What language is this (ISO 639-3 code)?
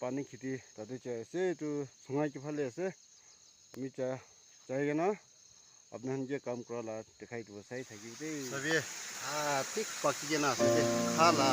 nag